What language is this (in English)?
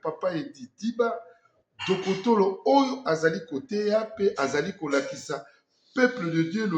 Lingala